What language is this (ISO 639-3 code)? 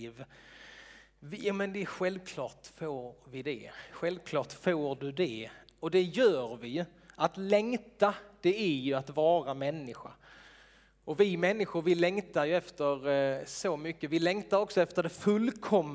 swe